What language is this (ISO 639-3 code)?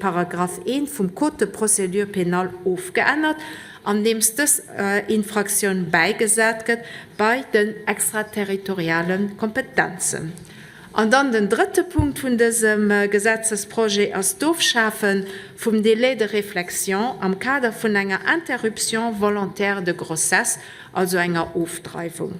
ltz